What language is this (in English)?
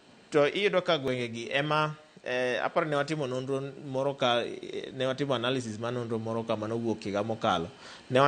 Luo (Kenya and Tanzania)